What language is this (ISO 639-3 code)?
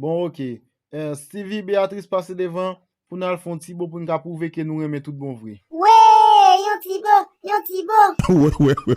hat